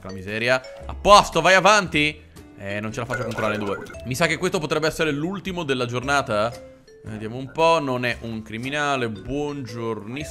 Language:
Italian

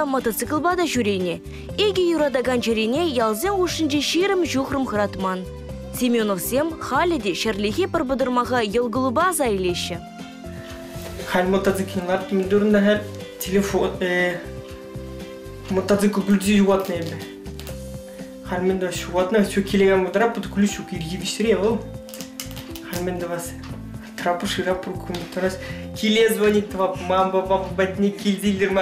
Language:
Chuvash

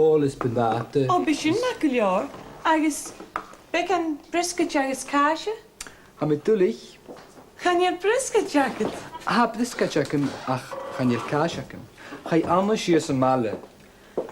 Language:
Scottish Gaelic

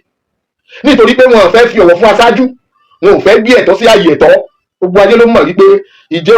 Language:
Yoruba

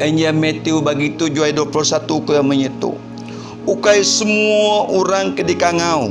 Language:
Iban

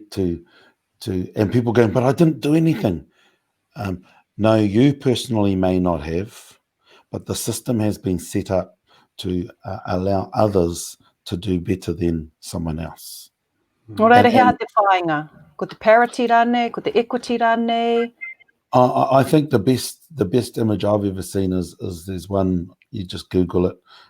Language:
Māori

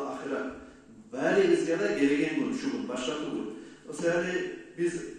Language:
Kumyk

